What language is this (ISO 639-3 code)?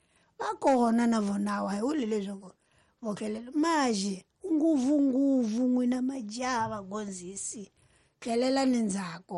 tso